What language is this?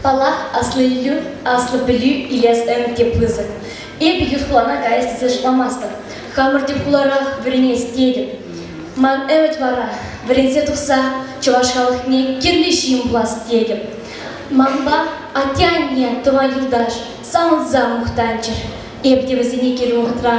Chuvash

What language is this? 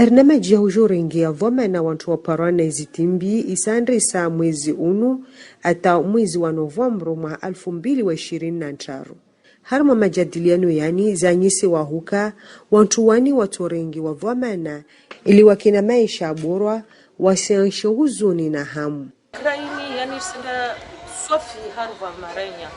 Ngazidja Comorian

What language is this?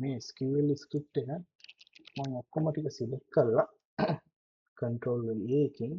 Sinhala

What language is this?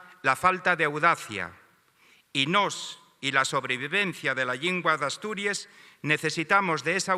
Asturian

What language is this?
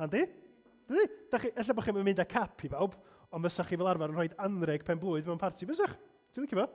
Welsh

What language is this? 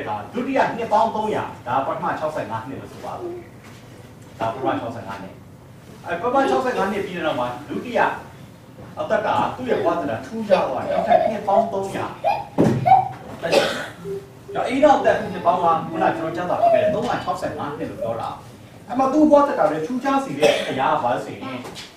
Burmese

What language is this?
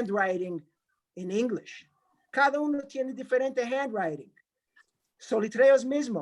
Ladino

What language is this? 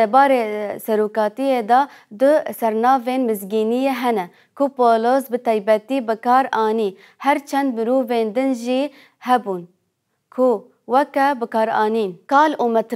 Kurdish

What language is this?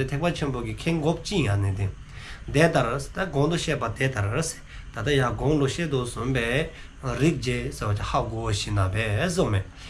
Dzongkha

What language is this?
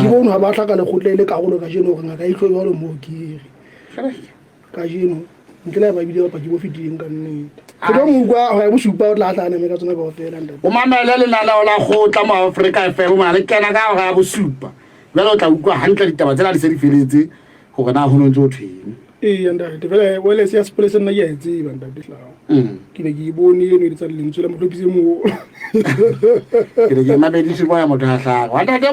Southern Sotho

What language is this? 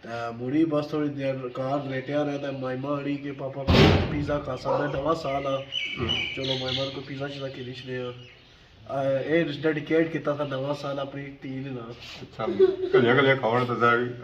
Pahari-Potwari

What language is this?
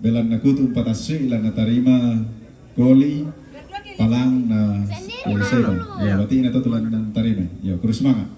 Toraja-Sa'dan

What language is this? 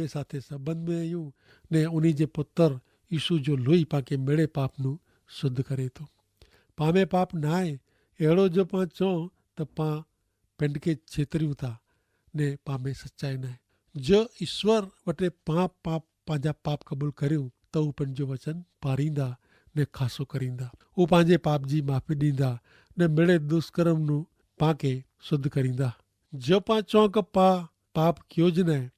Kachhi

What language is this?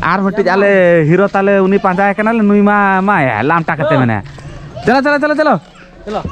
Santali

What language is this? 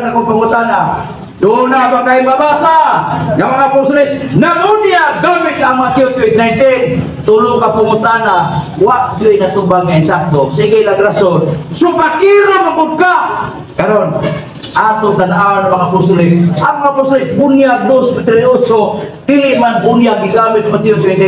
Cebuano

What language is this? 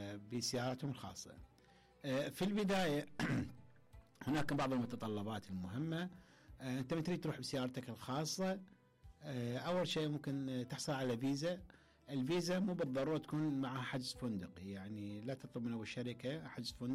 Mesopotamian Arabic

